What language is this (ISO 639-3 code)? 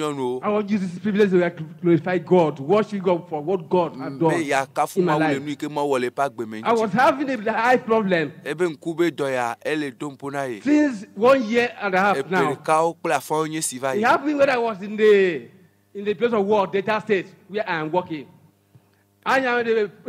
ewe